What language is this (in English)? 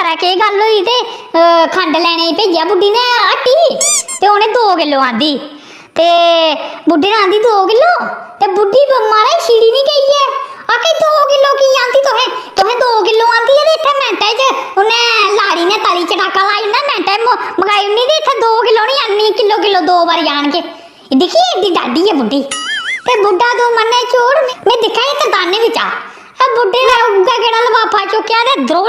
Dogri